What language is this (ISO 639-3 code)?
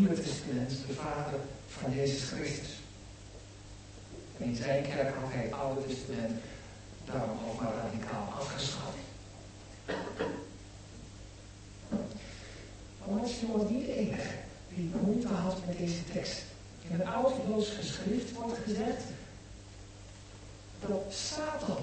nld